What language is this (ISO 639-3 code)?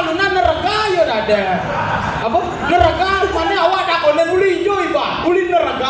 ban